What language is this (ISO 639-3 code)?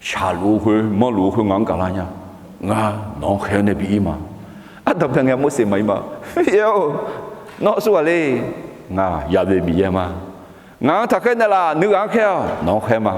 ahk